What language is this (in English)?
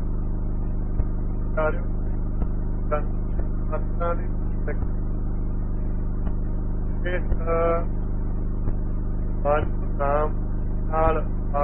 Punjabi